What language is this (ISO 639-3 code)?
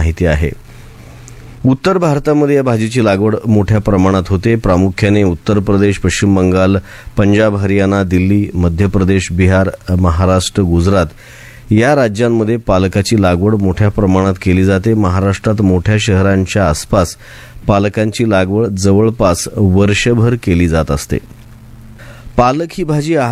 mar